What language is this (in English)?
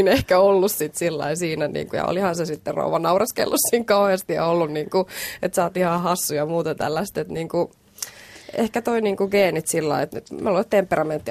Finnish